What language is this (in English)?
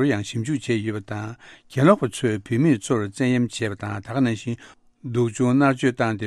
Tibetan